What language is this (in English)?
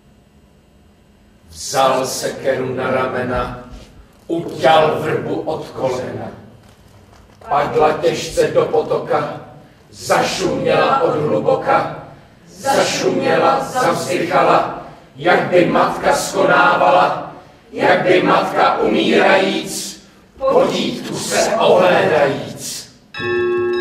Czech